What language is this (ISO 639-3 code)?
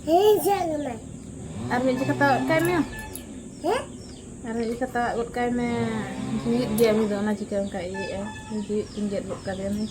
sat